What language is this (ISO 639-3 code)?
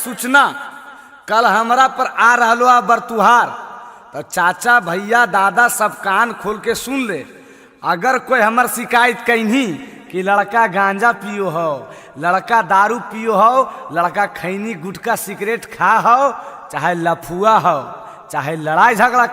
mag